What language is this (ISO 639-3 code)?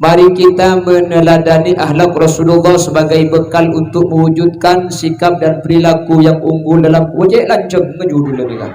mad